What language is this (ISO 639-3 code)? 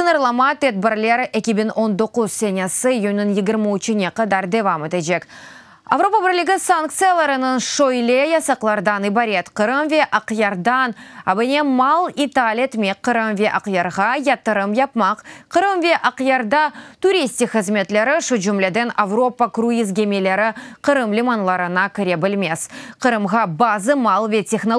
crh